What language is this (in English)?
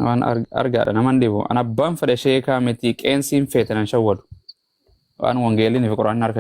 Oromo